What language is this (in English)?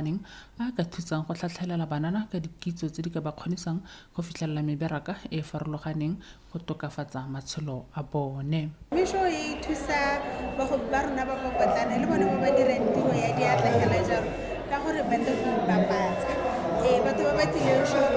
Tswana